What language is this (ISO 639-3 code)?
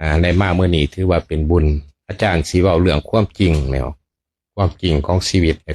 lao